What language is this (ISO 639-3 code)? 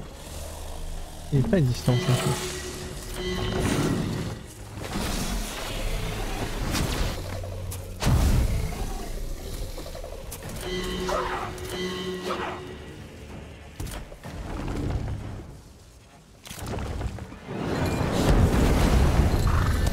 fra